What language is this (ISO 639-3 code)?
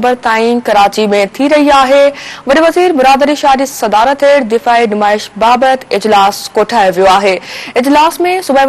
snd